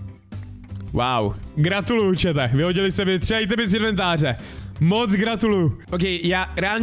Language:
Czech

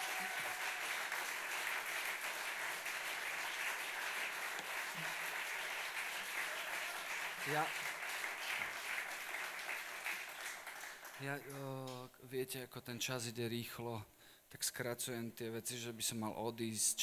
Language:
Slovak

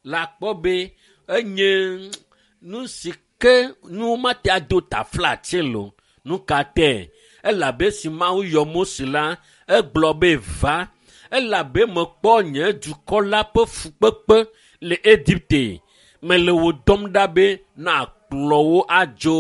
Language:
Ewe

